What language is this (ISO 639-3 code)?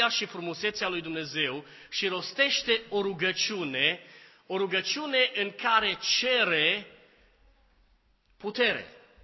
ron